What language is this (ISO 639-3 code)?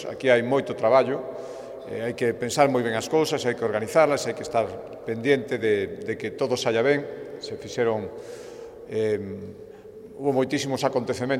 glg